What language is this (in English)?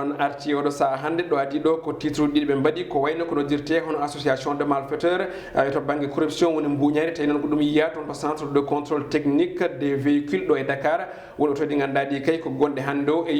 Fula